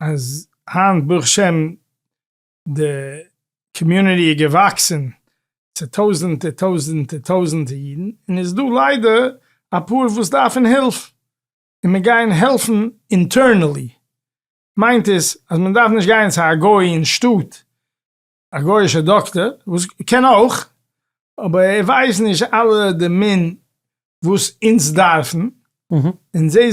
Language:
Yiddish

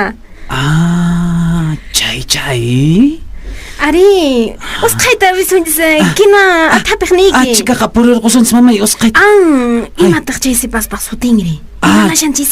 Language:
Quechua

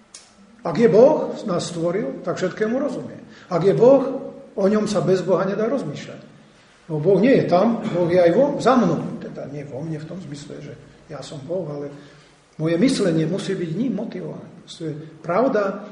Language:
Slovak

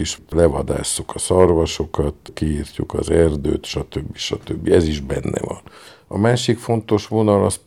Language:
Hungarian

